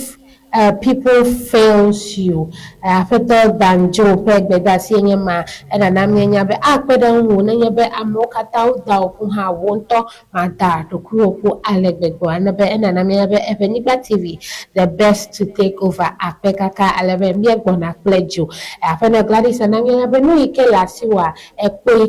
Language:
Ewe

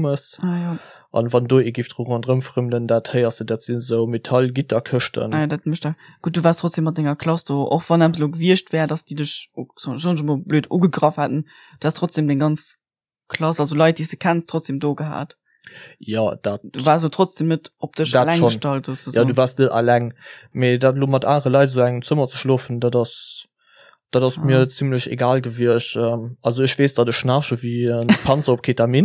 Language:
Luxembourgish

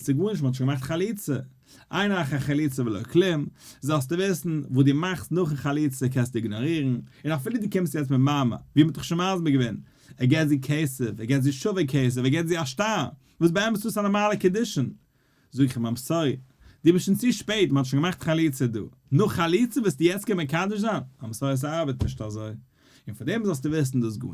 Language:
Yiddish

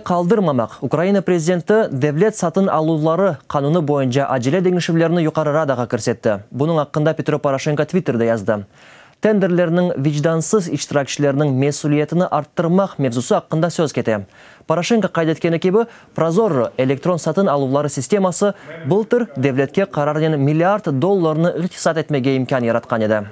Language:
Crimean Tatar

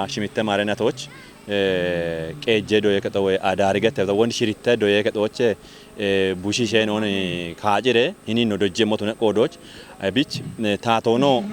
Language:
Kafa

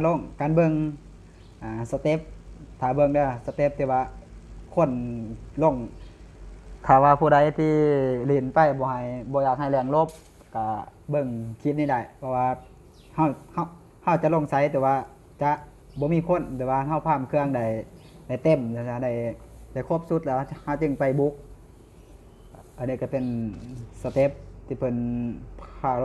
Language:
Lao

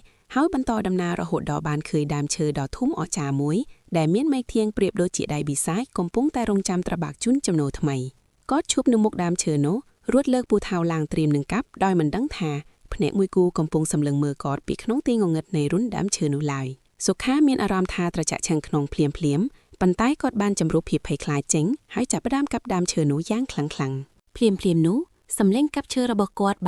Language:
Khmer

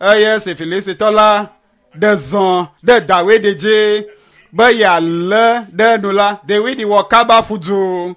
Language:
Ewe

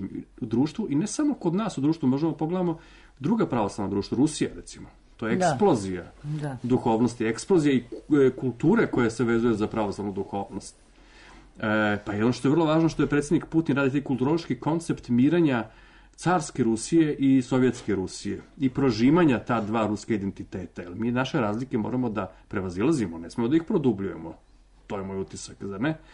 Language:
Serbian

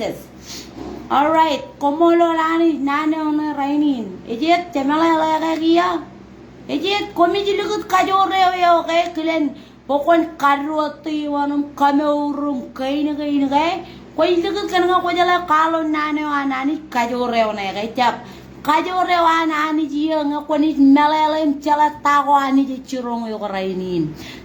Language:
Marshallese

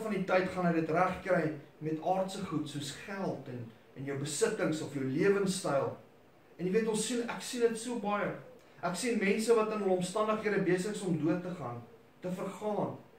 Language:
Afrikaans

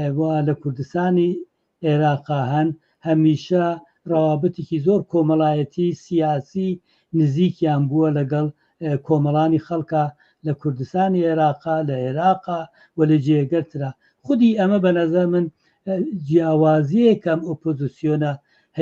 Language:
Central Kurdish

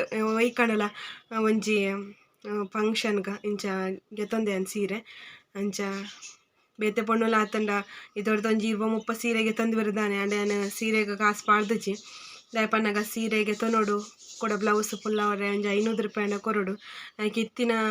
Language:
Tulu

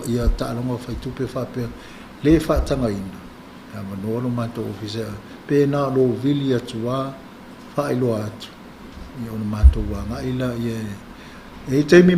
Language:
Samoan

